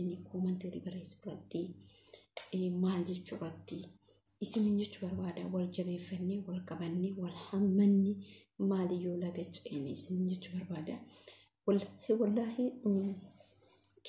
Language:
Oromo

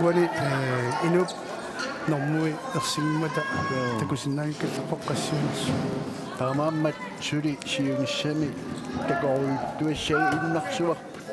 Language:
Kalaallisut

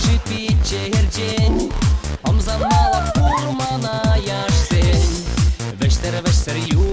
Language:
Chuvash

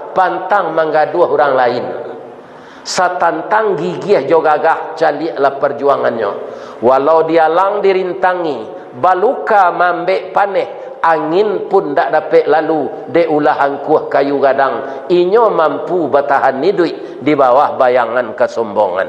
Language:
Minangkabau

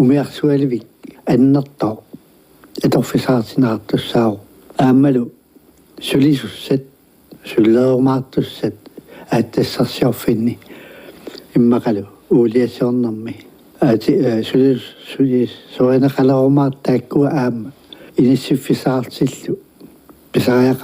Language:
Kalaallisut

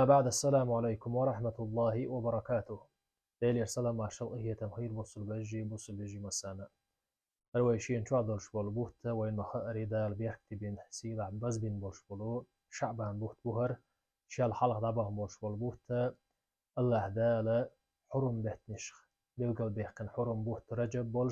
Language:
Chechen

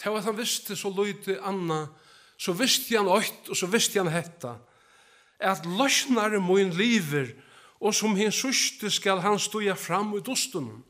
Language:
Faroese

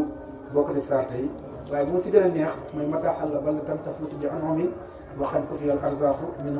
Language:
Wolof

